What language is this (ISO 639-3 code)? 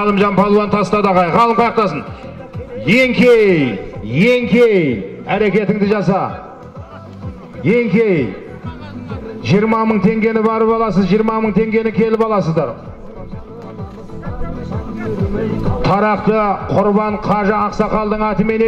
kaz